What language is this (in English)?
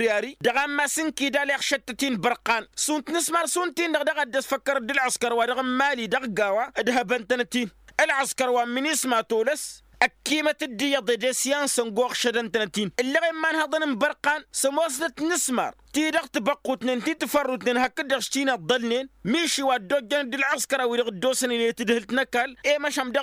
Tamasheq